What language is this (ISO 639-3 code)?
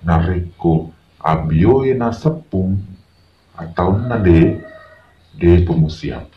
bug